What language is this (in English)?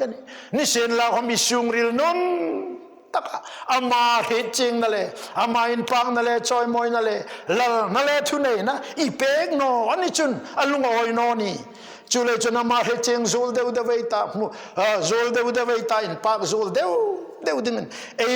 Hmar